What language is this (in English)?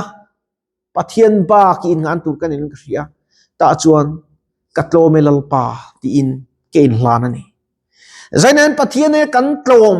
Mizo